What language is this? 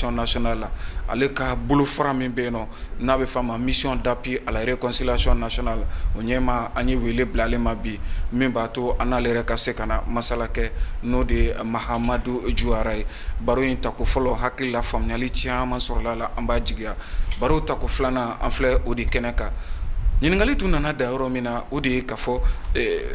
Bambara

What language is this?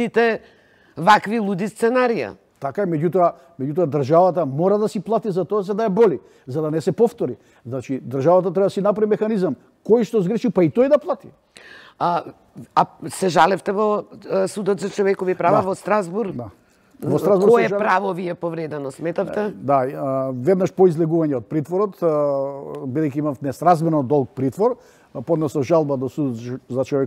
Macedonian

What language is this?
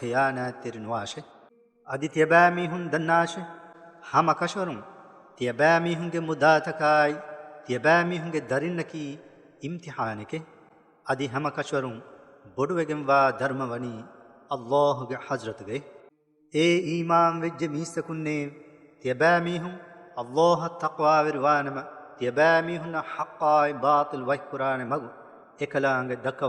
Divehi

